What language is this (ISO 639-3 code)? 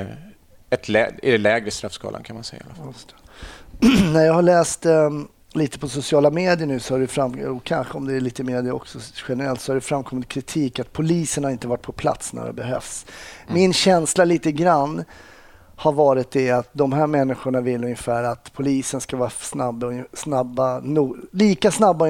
swe